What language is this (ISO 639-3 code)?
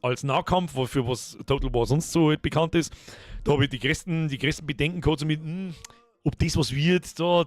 bar